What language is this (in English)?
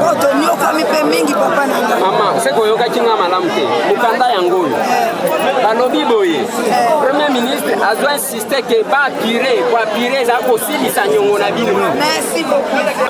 Lingala